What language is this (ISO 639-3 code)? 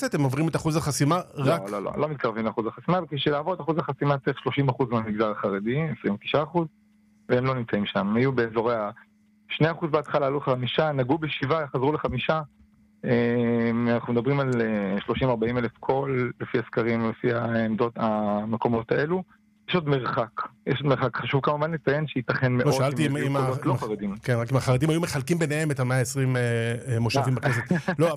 heb